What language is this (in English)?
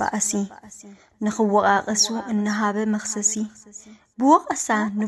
Tigrinya